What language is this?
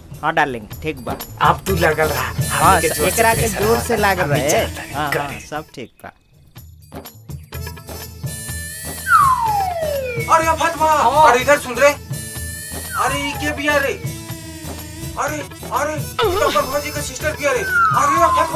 Bhojpuri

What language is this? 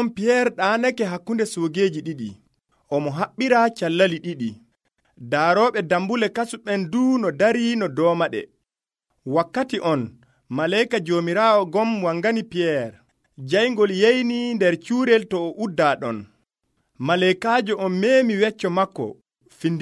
Nigerian Fulfulde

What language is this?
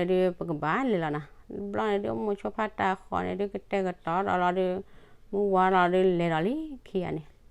S'gaw Karen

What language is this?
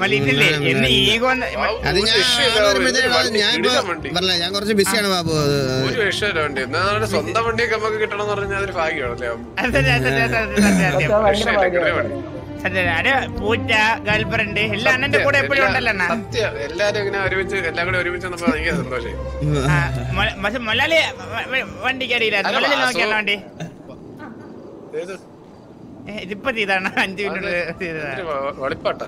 Malayalam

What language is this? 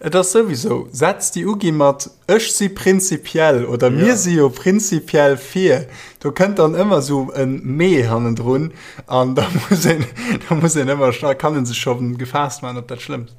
Luxembourgish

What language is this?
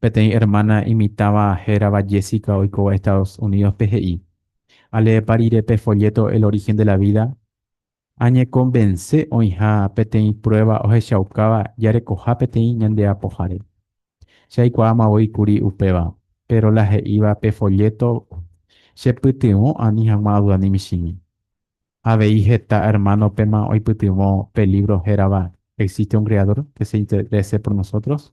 Guarani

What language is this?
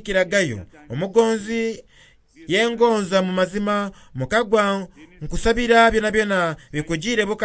Soga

